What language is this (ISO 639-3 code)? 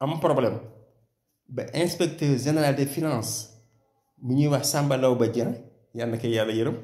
wol